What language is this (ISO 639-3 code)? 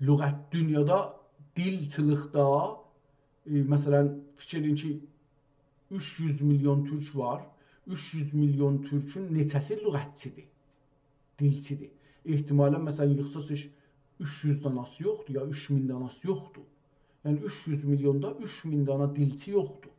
azb